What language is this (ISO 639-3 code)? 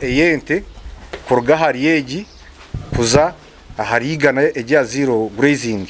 nyn